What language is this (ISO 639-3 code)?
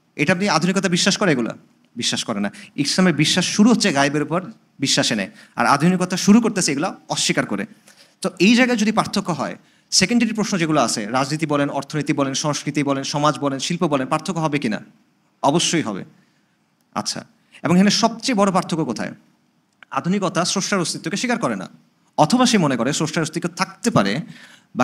ben